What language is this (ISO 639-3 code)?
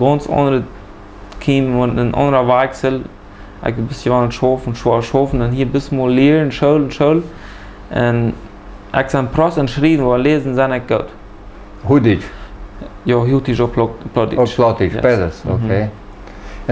pdt